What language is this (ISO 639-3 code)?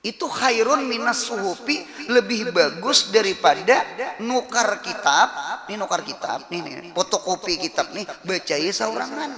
bjn